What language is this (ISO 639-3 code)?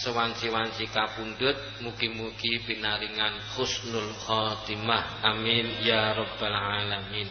jav